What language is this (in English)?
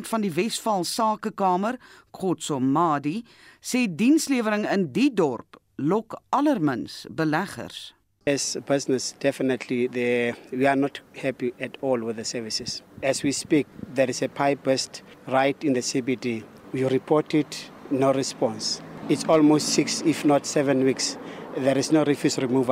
Afrikaans